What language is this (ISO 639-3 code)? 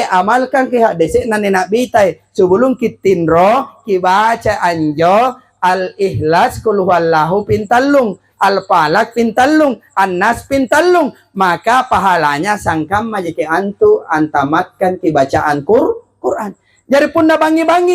mak